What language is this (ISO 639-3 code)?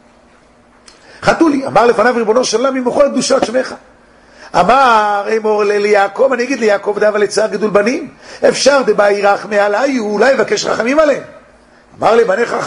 heb